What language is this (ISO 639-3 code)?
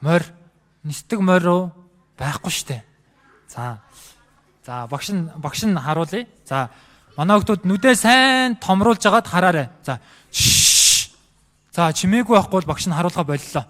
mon